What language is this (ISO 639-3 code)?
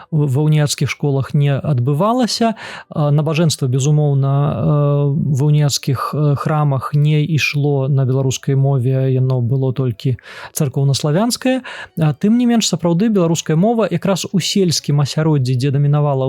bel